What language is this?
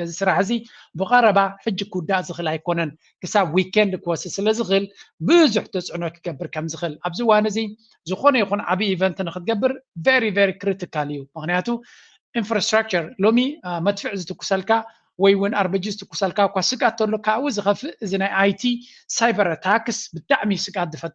Tigrinya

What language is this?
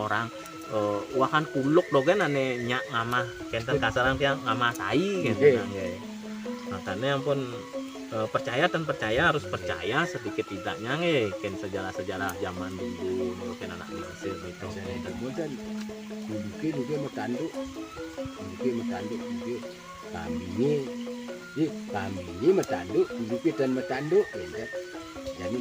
Balinese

